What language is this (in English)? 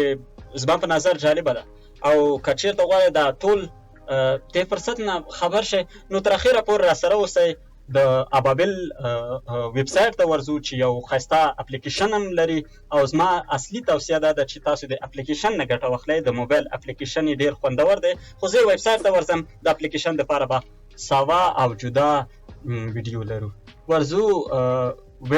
Pashto